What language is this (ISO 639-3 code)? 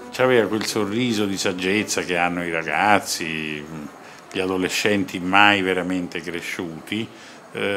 ita